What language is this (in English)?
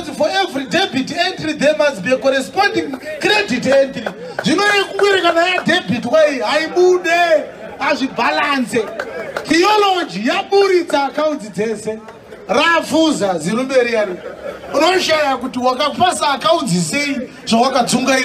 Shona